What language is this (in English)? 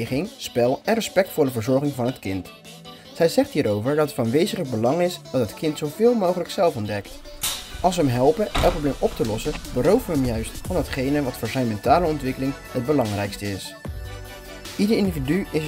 Dutch